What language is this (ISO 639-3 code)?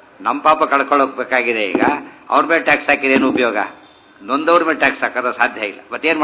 kan